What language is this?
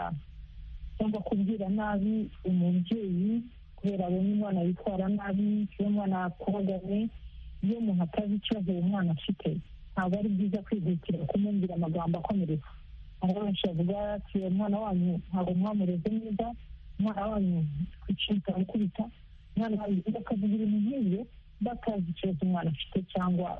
Kinyarwanda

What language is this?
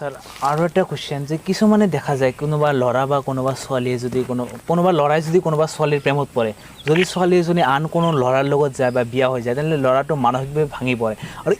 Assamese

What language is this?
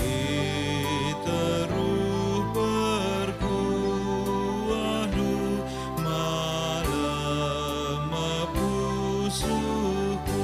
Batak Karo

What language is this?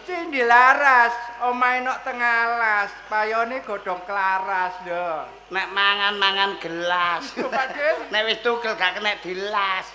Javanese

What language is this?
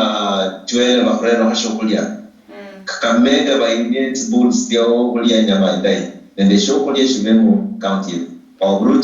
Luyia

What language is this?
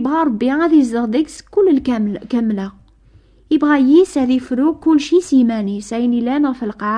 Kabyle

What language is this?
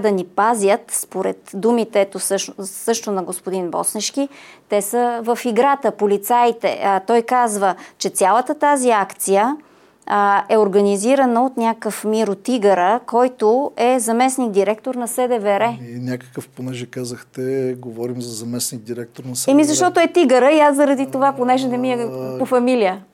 Bulgarian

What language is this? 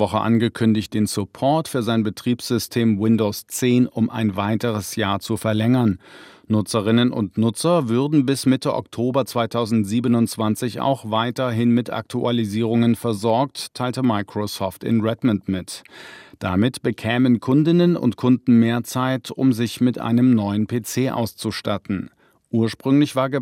German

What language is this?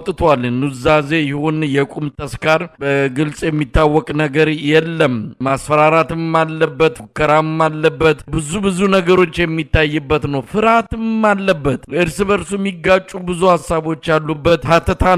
Amharic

